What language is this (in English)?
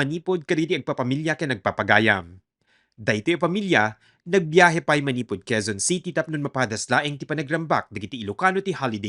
Iloko